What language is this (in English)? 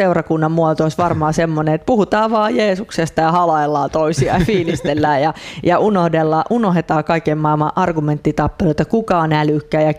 Finnish